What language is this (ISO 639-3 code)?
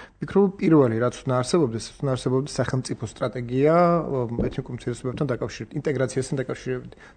kat